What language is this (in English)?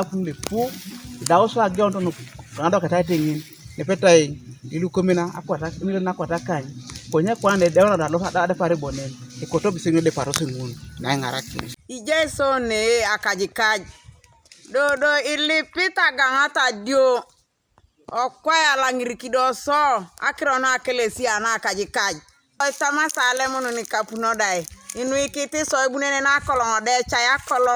Teso